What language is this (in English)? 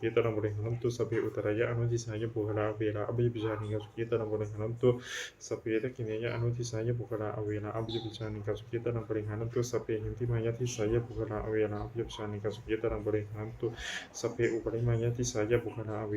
Pali